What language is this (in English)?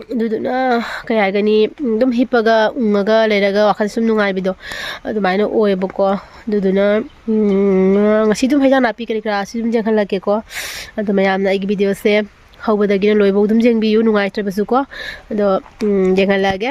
Manipuri